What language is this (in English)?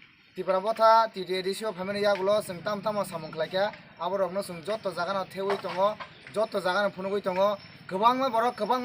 Kok Borok